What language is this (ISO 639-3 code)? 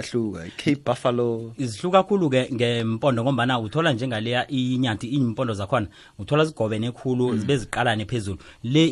nbl